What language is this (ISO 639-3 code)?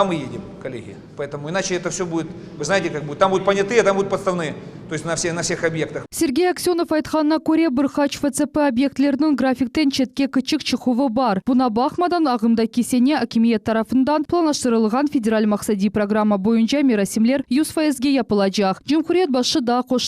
crh